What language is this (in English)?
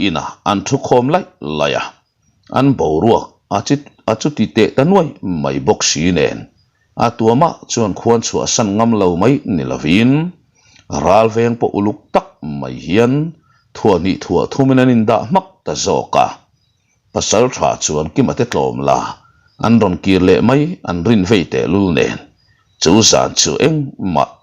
Mizo